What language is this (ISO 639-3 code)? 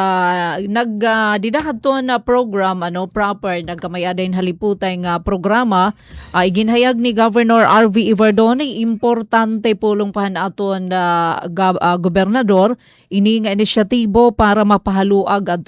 war